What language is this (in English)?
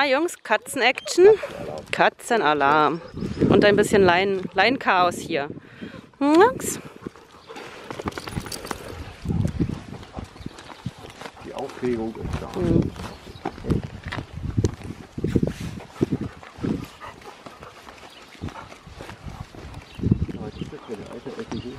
German